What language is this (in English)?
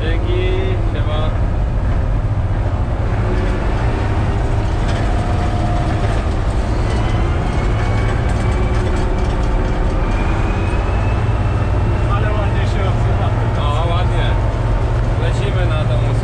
Polish